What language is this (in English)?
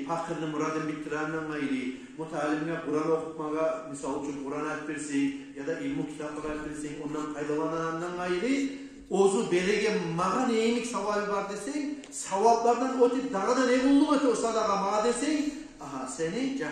Kumyk